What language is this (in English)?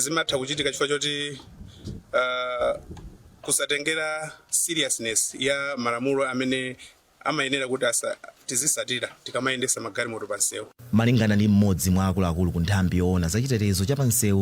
Nyanja